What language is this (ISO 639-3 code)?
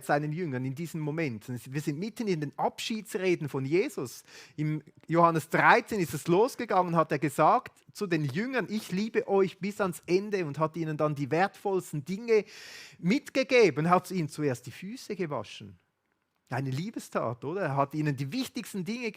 gsw